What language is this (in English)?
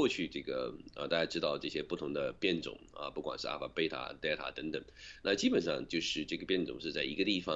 Chinese